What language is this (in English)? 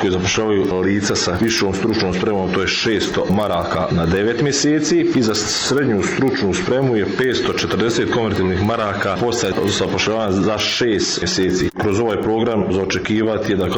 Bosnian